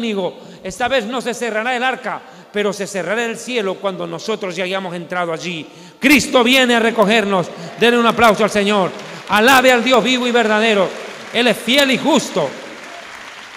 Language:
Spanish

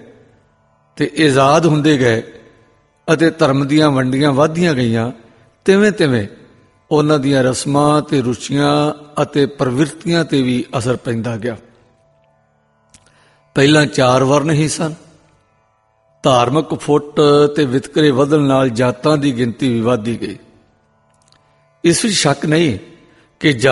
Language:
Punjabi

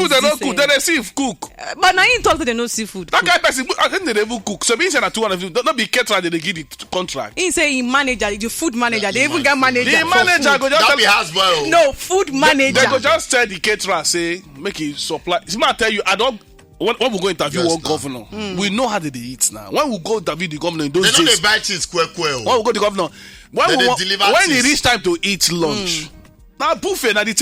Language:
Nigerian Pidgin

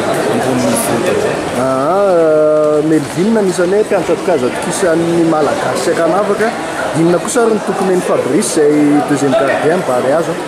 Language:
Malagasy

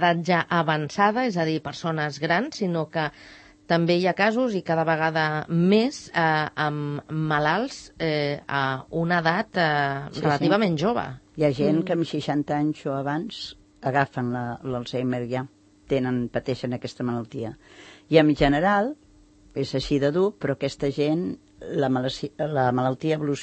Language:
Catalan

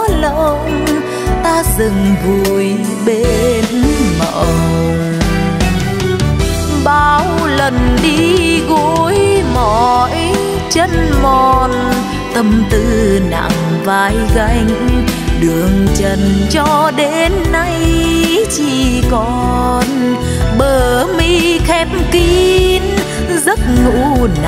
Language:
Vietnamese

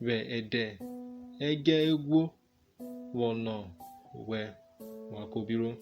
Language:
Urhobo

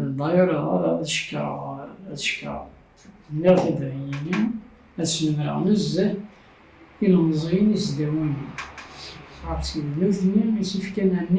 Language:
Kabyle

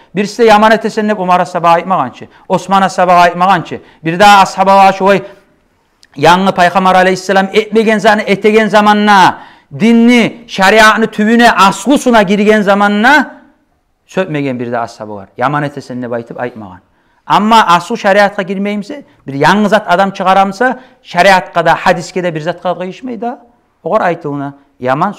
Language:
Kumyk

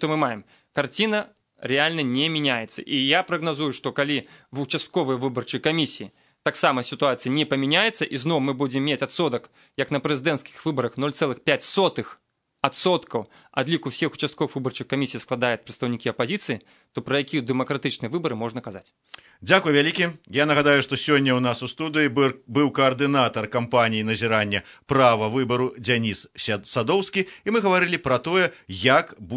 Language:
Belarusian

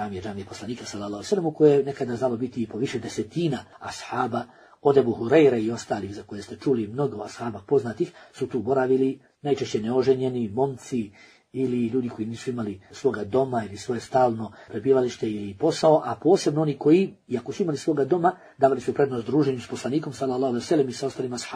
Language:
Bosnian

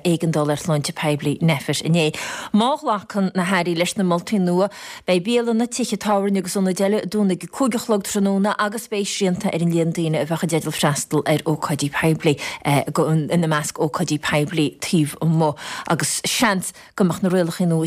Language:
Irish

